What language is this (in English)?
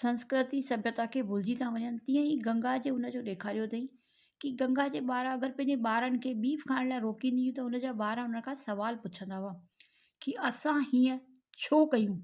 Sindhi